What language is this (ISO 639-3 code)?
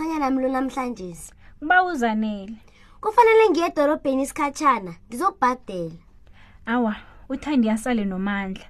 nbl